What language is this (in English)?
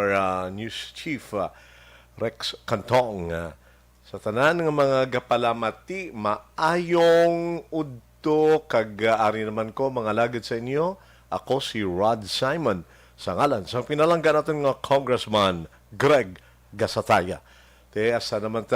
Hiligaynon